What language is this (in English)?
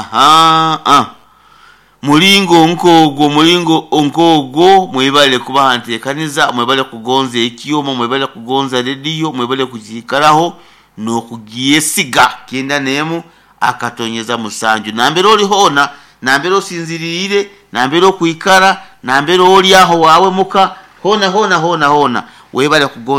Nyankole